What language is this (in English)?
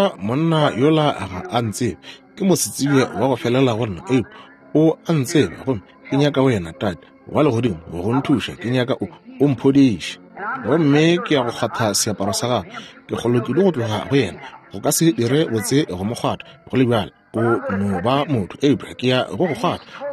Northern Sotho